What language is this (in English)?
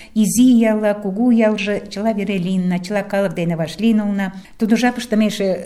Mari